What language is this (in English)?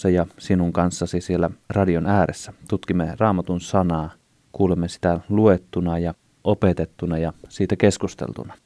Finnish